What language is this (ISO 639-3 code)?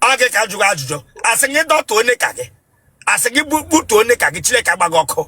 ibo